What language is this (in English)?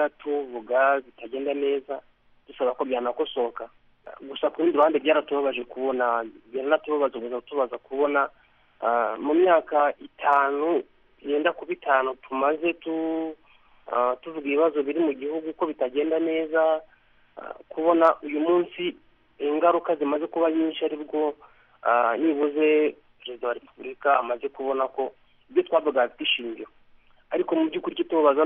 Kinyarwanda